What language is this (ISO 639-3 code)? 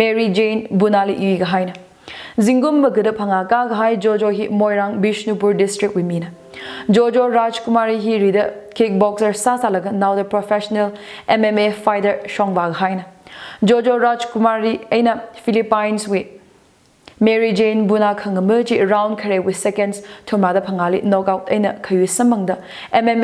nmf